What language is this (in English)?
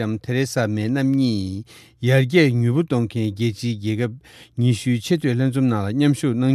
Tibetan